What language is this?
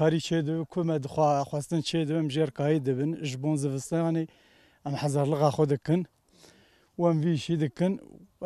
Kurdish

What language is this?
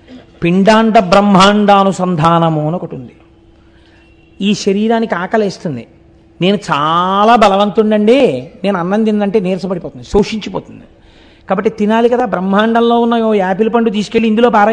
Telugu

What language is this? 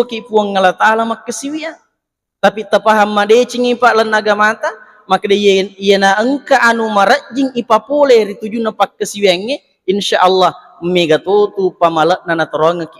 Buginese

